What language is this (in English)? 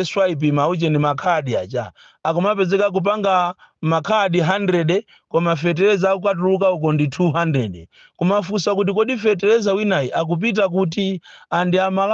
Nyanja